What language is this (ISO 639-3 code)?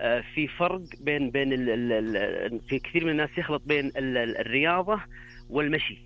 ars